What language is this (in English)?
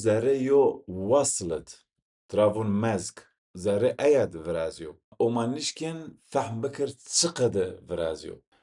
Zaza